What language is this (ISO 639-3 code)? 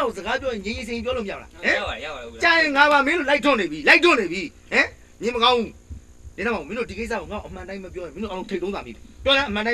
mya